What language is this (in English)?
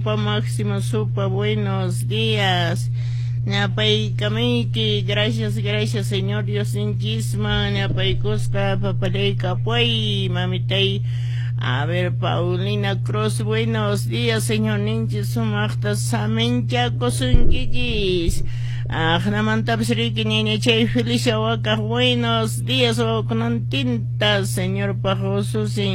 Quechua